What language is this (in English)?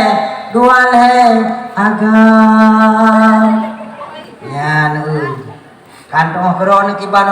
Achinese